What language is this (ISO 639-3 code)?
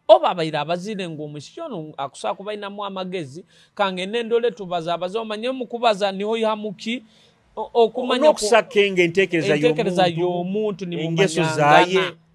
nyo